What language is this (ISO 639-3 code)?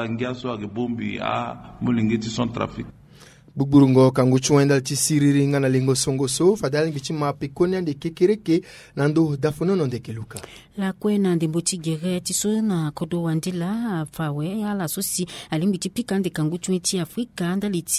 sag